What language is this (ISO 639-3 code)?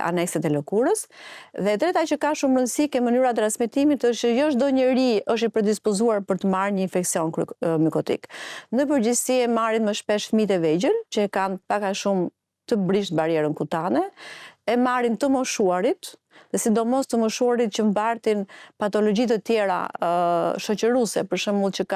sqi